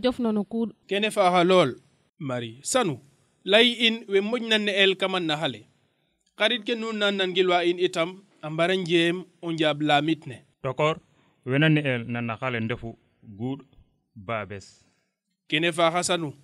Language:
Serer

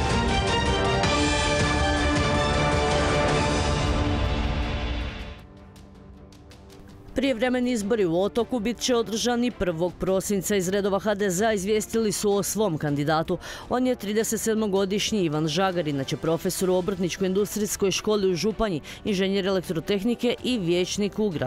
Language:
Croatian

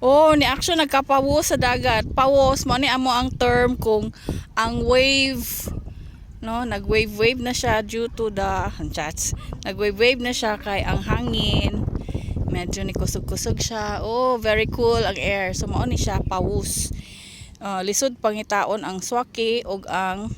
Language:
Cebuano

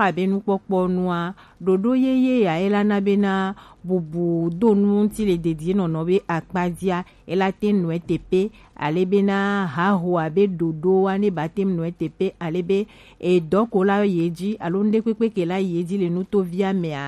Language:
Gen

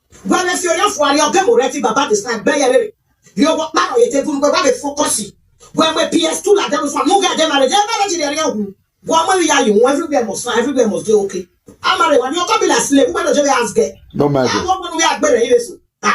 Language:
Nigerian Pidgin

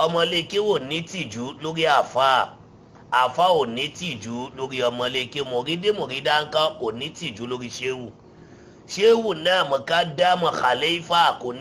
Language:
Yoruba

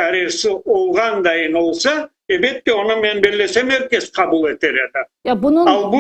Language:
Crimean Tatar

